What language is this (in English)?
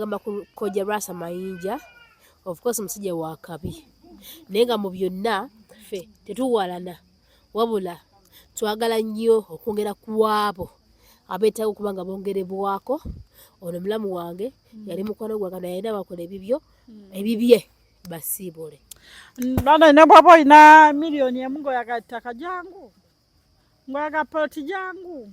Ganda